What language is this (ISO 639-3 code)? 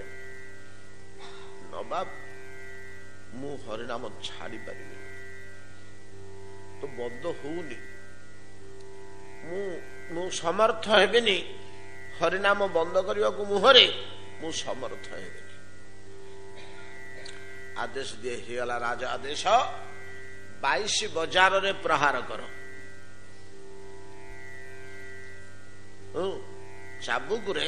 ori